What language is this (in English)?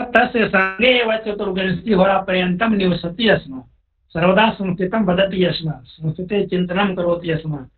Sanskrit